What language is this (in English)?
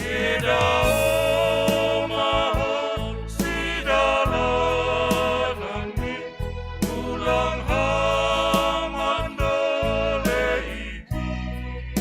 Batak Simalungun